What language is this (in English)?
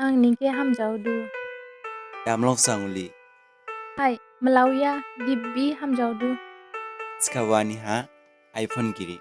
Dimasa